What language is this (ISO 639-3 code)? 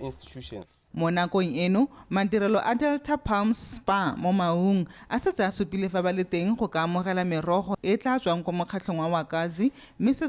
tsn